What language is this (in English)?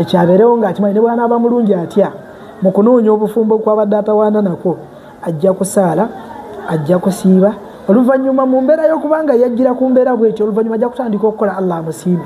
Ganda